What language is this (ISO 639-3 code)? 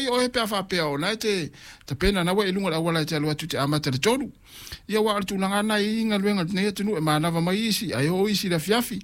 smo